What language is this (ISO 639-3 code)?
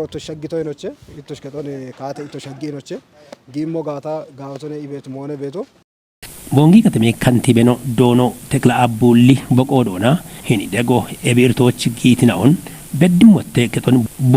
kbr